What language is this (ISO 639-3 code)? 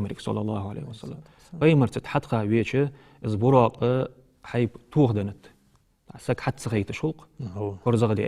inh